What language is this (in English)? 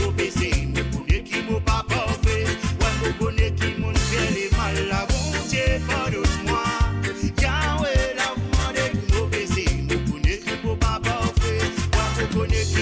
Morisyen